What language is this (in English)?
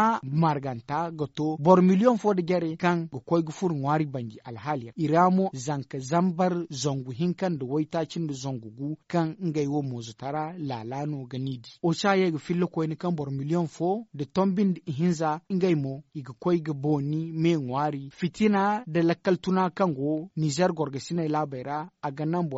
Zarma